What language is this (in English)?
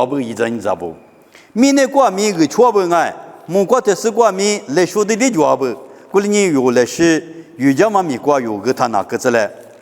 Lisu